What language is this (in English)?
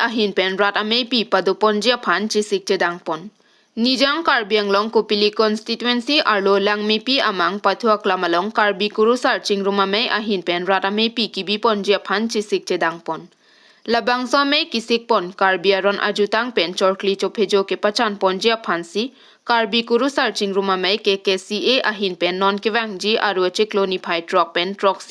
Karbi